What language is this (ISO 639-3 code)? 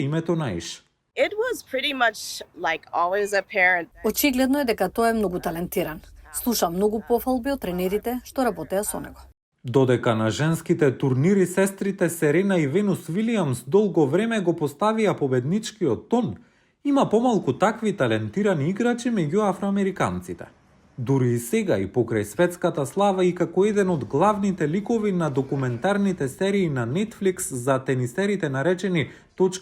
mkd